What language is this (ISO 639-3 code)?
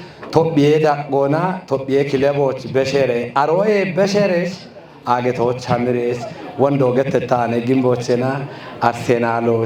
kbr